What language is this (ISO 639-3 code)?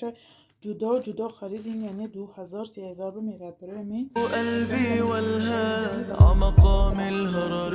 tgk